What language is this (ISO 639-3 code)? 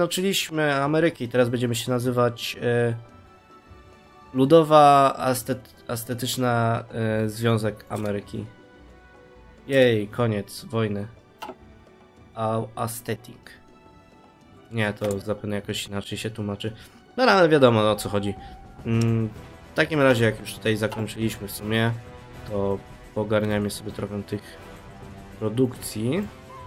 pol